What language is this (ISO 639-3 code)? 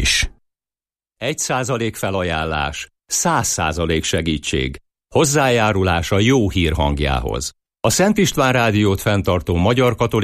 hun